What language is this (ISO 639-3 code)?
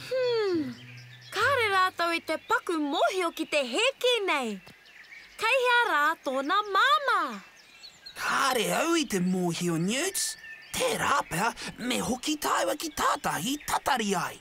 mri